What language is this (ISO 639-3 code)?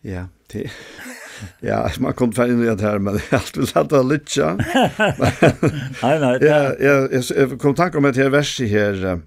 fao